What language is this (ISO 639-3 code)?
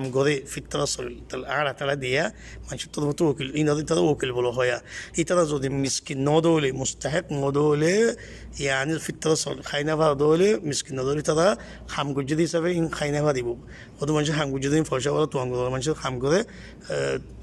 rhg